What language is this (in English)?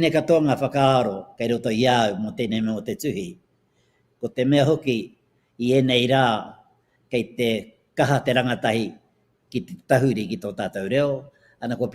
Māori